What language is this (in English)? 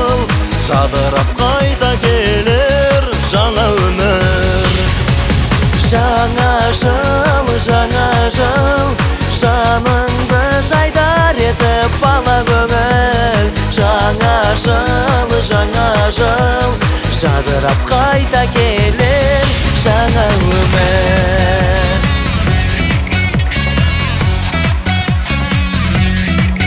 Kazakh